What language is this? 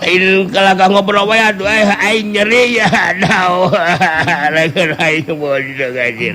Sundanese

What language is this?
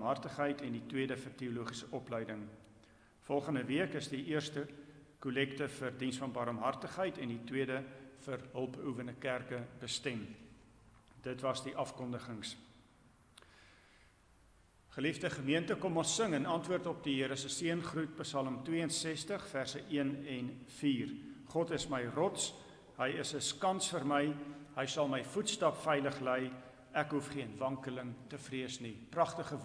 Afrikaans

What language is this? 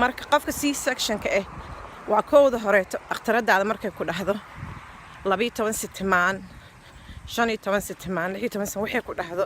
Somali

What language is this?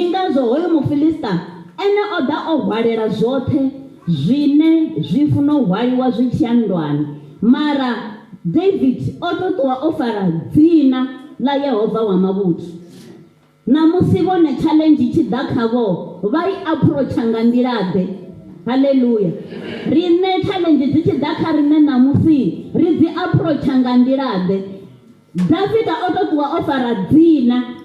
Venda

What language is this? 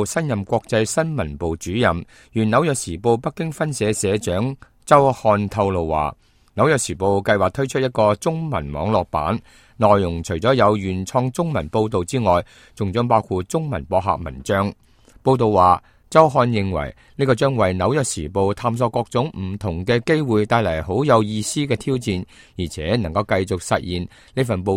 Cantonese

